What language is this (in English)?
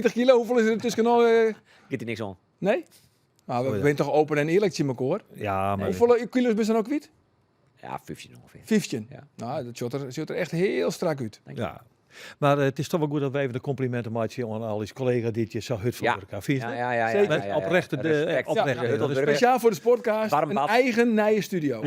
Western Frisian